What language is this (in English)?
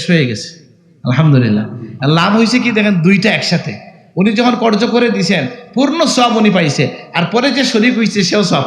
Sylheti